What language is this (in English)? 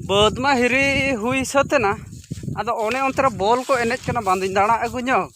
Santali